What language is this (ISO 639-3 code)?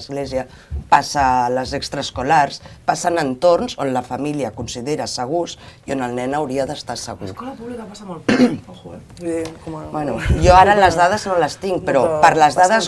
cat